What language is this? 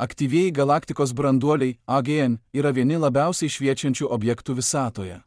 Lithuanian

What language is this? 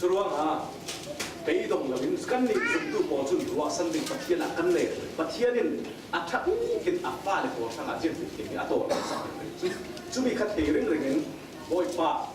Falam Chin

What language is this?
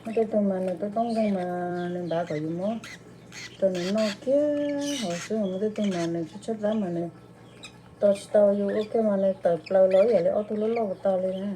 Hmong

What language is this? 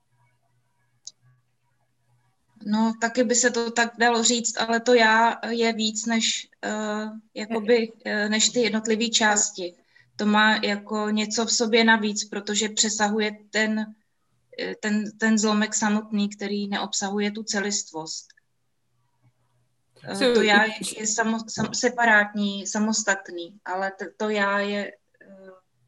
Czech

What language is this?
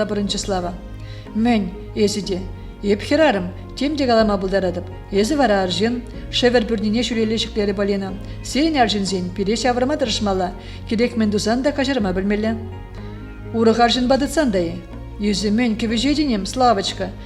Chuvash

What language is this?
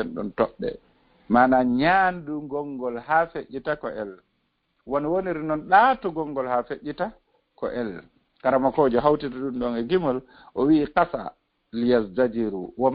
Fula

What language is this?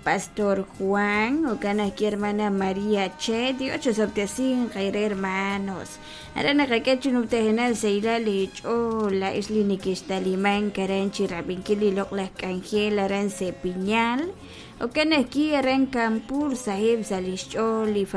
Kekchí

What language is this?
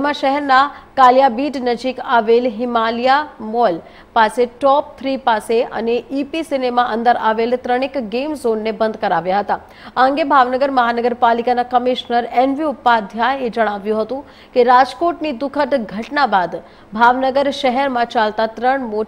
Gujarati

